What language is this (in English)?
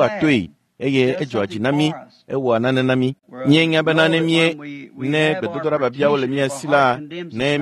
Ewe